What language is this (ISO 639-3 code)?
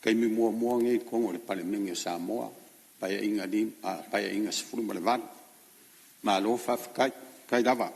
smo